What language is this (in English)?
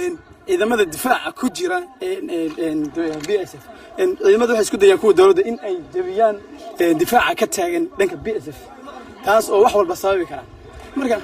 Somali